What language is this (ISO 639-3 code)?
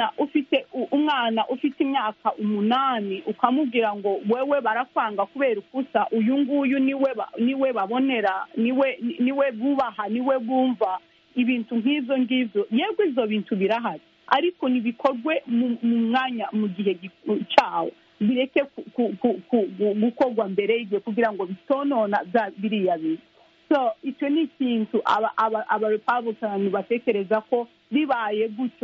kin